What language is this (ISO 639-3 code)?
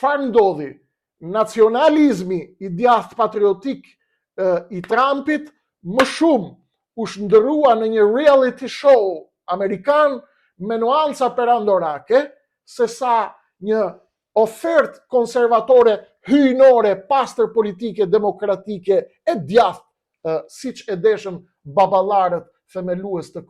sqi